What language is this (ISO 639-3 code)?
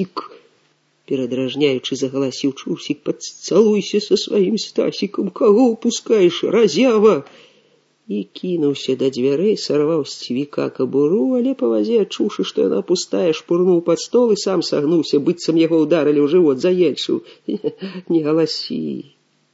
bel